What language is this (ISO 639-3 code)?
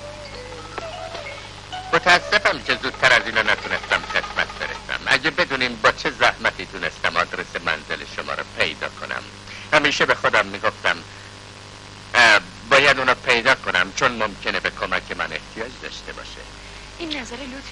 fas